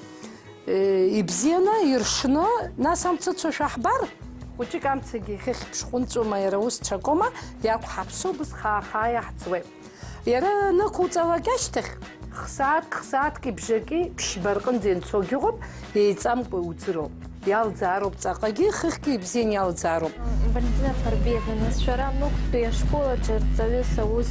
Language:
Abkhazian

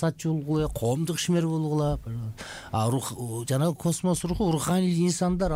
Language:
Kyrgyz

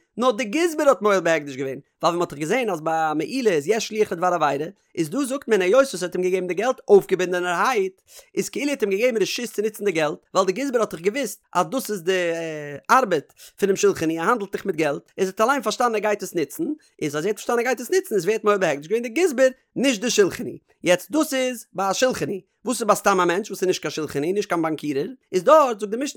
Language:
Yiddish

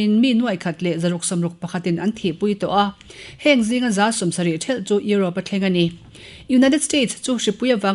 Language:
Mizo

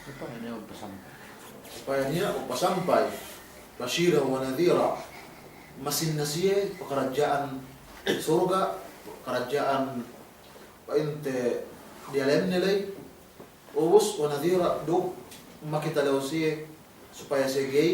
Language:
Yakan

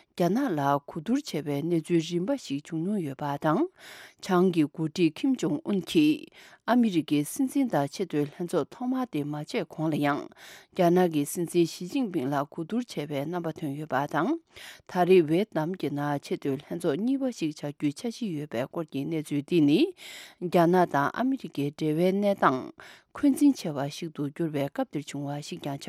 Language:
Tibetan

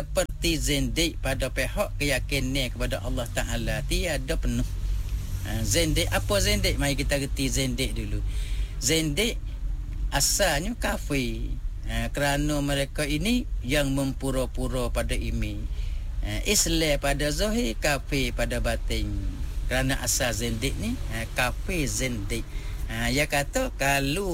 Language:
Malay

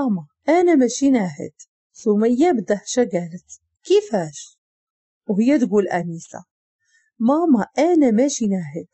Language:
Moroccan Arabic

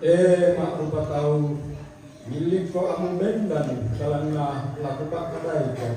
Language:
Toraja-Sa'dan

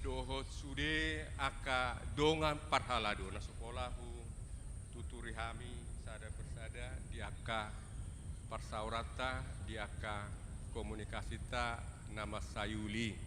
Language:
Batak Toba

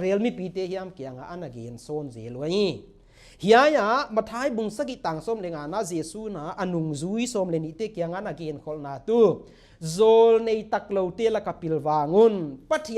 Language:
Paite Chin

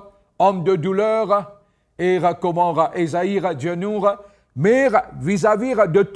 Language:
Morisyen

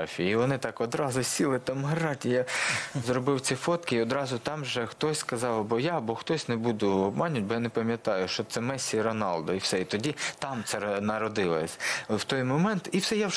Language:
Ukrainian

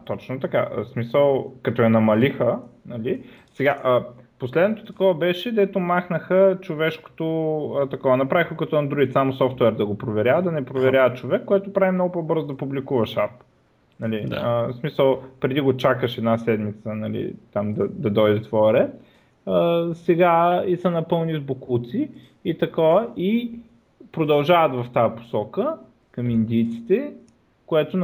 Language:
Bulgarian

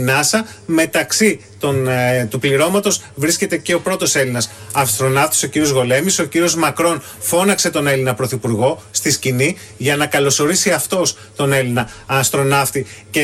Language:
Greek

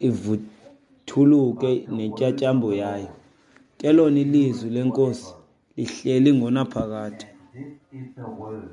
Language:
Xhosa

